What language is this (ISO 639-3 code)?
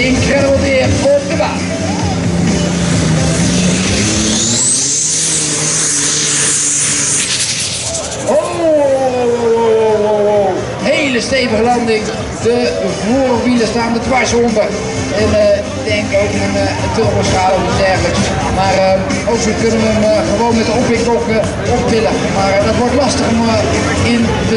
nld